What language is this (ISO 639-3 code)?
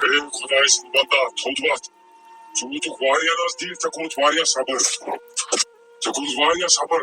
kas